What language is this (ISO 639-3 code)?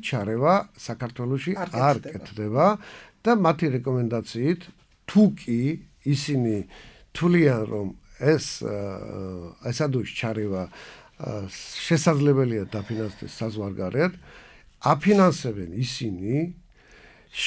kat